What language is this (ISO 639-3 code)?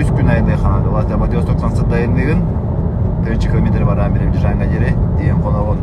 sah